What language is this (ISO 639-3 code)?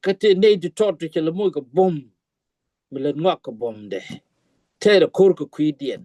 nus